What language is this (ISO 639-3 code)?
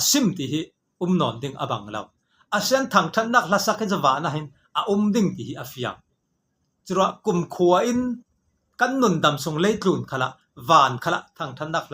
cfm